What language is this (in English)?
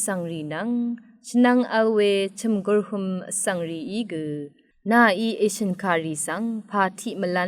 Rawang